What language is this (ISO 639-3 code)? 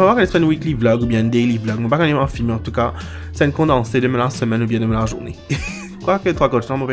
mfe